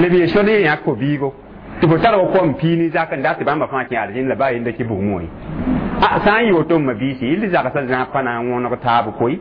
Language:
Mossi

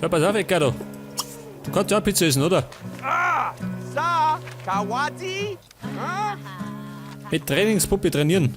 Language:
Bavarian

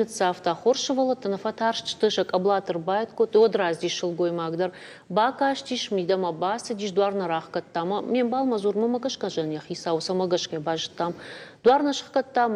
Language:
Ossetic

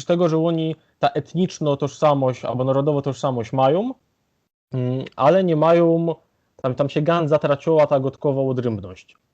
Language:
Silesian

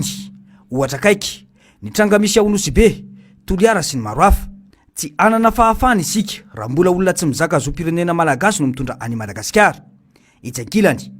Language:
Malagasy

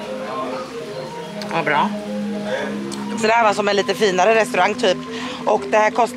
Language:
Swedish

